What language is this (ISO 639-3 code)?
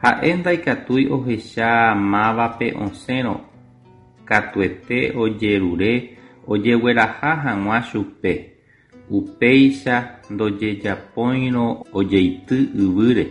grn